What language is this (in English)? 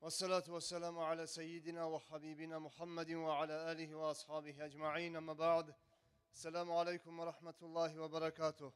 Kumyk